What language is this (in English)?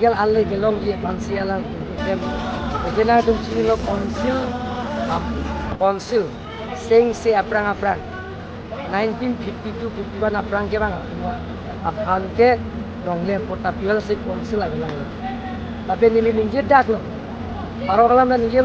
Karbi